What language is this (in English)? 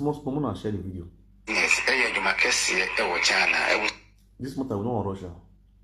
Nigerian Pidgin